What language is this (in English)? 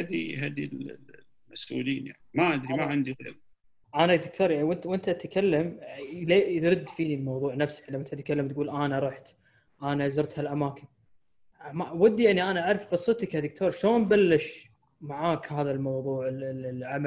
Gulf Arabic